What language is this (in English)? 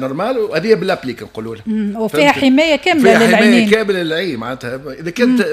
Tunisian Arabic